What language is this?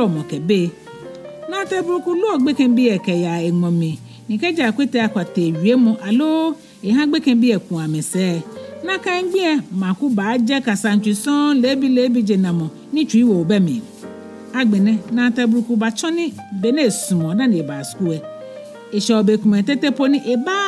Ga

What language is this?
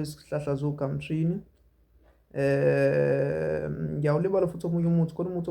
Zulu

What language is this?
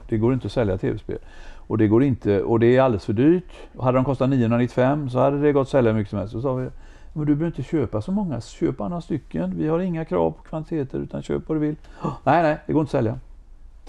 Swedish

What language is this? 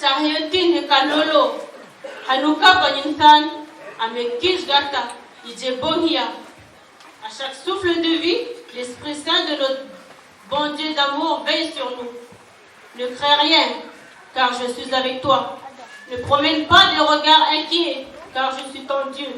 Dehu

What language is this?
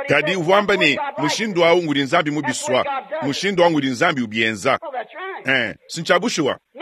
Luba-Lulua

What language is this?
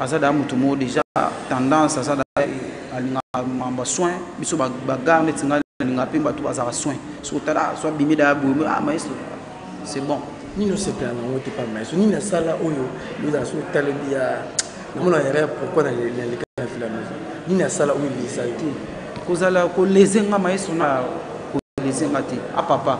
Lingala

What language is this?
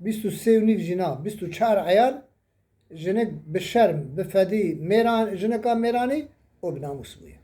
Kurdish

